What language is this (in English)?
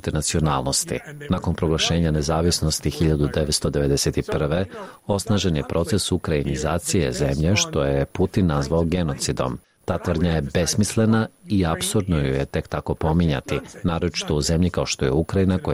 Serbian